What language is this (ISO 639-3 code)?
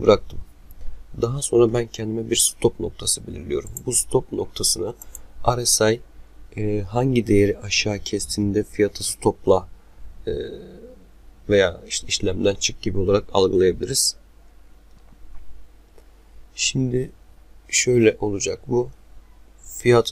tur